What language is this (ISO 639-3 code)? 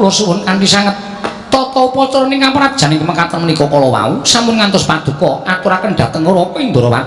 jav